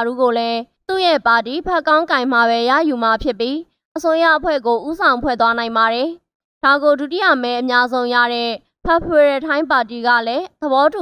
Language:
Burmese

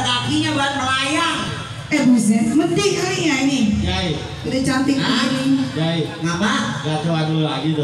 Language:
Betawi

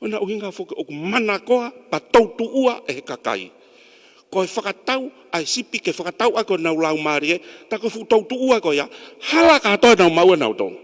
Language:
Tongan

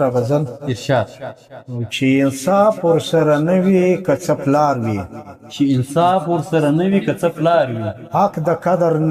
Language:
Pashto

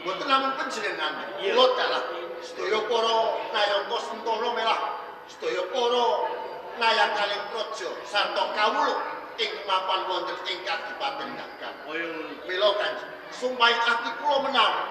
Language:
Javanese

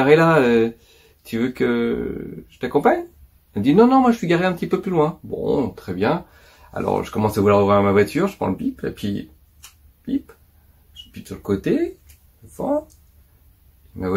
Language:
French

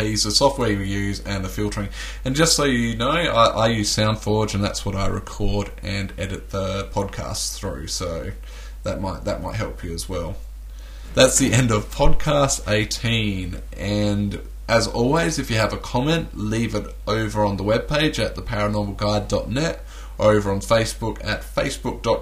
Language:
English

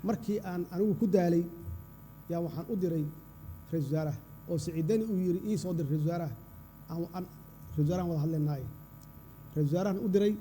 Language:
Somali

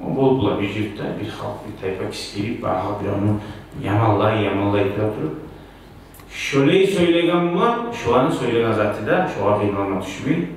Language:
Kumyk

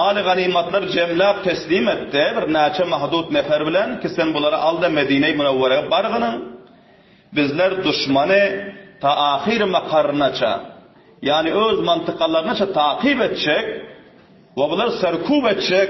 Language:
Turkmen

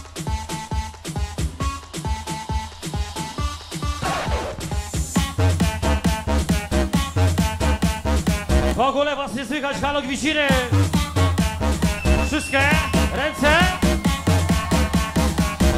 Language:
Polish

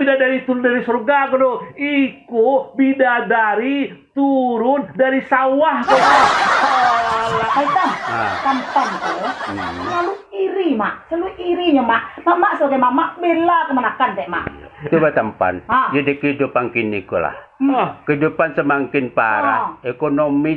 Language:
Minangkabau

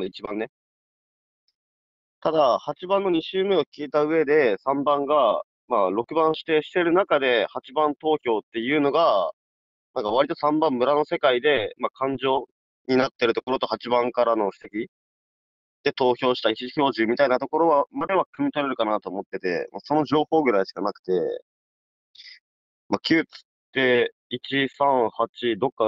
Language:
Japanese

